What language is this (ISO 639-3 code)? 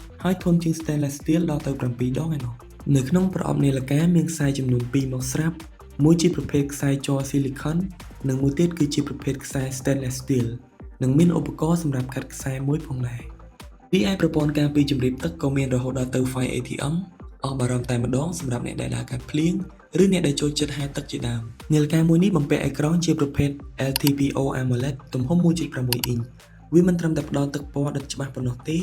khm